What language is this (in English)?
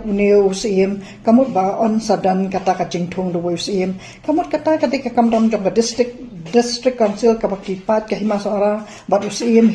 Khasi